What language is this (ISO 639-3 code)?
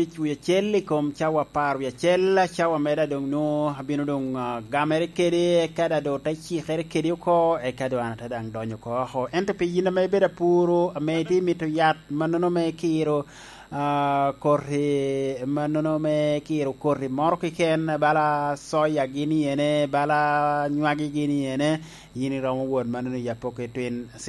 laj